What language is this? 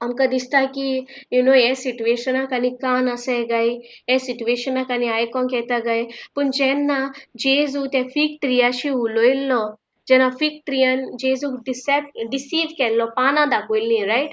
Konkani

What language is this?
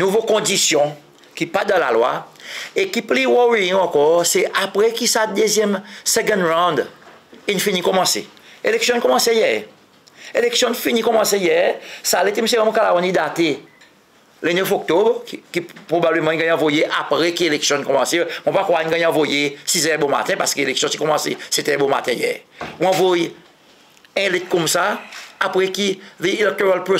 Seselwa Creole French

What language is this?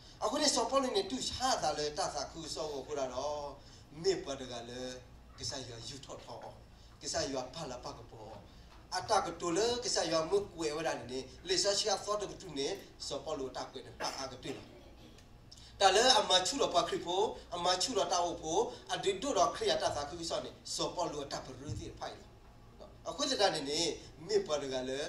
S'gaw Karen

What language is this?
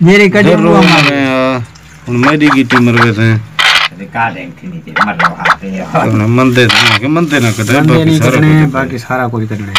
Saraiki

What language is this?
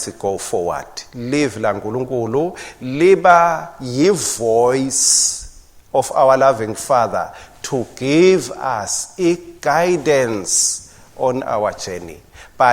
Swati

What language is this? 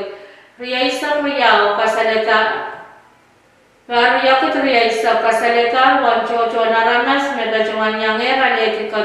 Pohnpeian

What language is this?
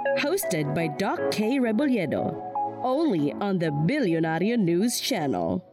Filipino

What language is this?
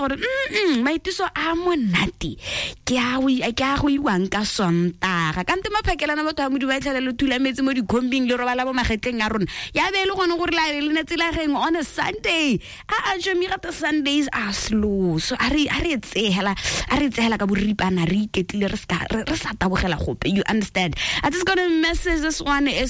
Tswana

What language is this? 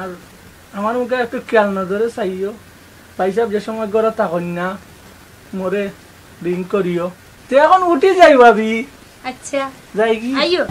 Sylheti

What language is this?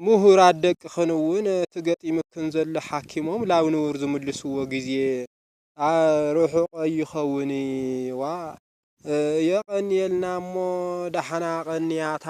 Tigrinya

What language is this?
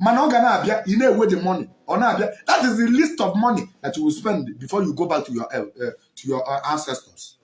Igbo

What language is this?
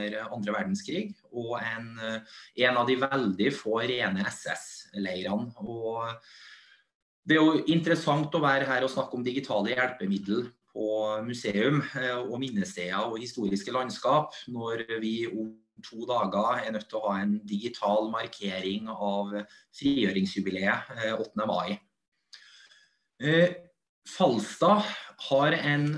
Norwegian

